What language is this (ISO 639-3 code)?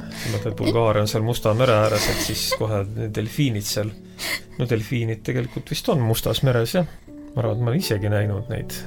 est